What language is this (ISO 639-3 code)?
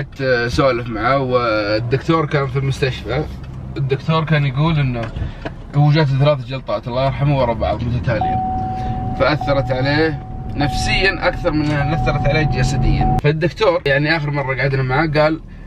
ars